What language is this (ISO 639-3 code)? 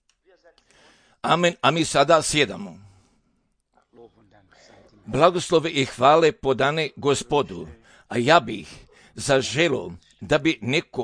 hrv